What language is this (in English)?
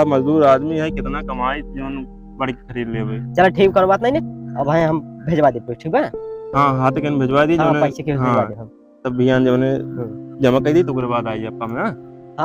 Awadhi